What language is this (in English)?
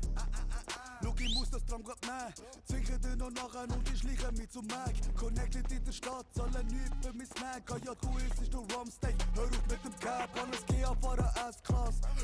Swiss German